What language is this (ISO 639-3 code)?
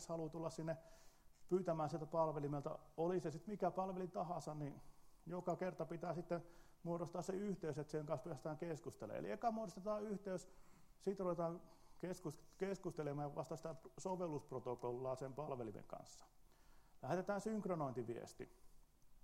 fin